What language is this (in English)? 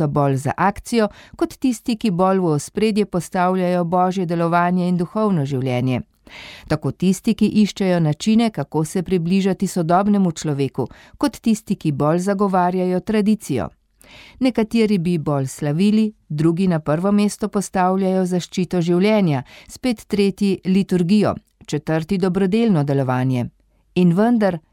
Slovenian